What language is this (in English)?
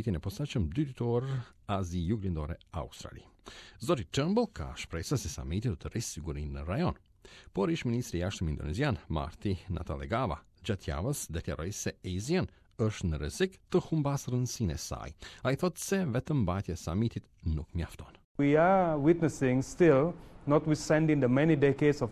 Albanian